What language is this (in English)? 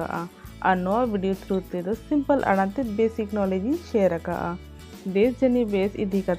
Santali